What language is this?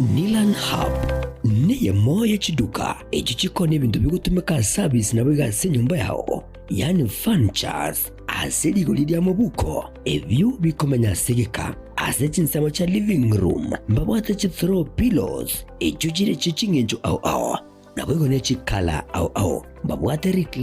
Gusii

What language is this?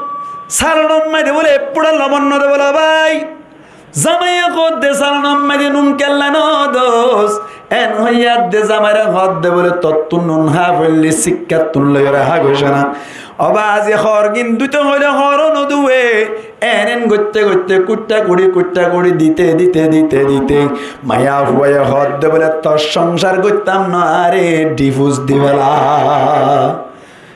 Rohingya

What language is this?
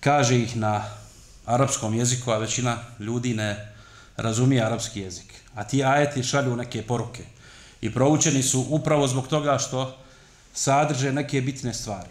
Bosnian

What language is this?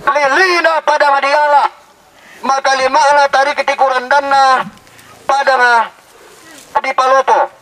Toraja-Sa'dan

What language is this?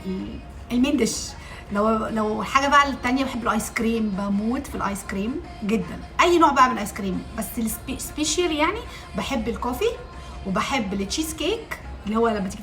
Egyptian Arabic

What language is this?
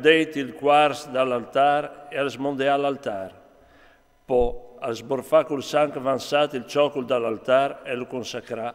Friulian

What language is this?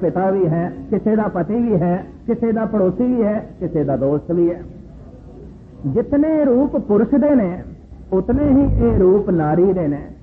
Punjabi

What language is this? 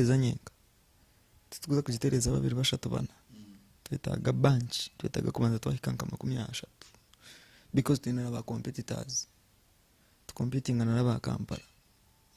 Nyankole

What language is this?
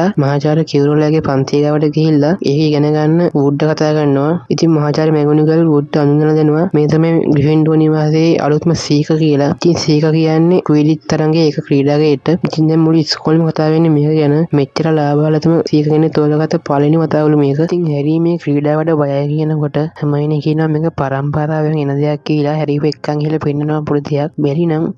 Sinhala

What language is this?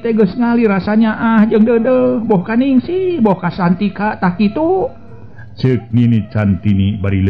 Sundanese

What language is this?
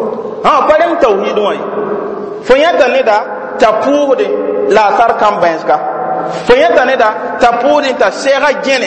Mossi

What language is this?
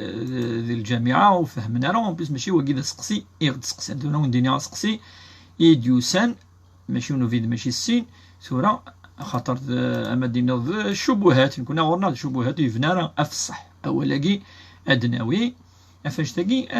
Kabyle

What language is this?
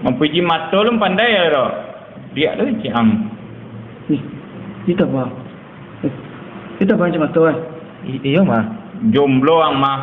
Minangkabau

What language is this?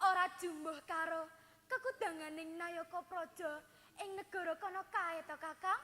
Javanese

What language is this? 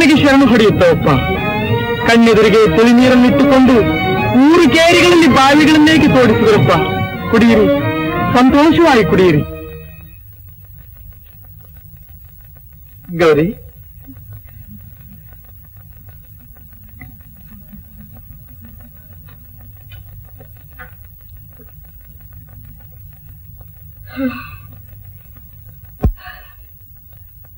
Kannada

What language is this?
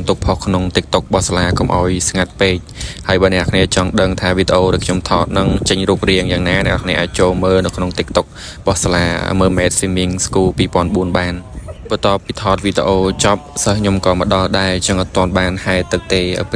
Khmer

